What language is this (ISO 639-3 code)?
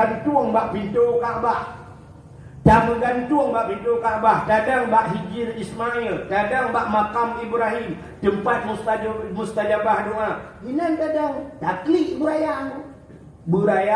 ace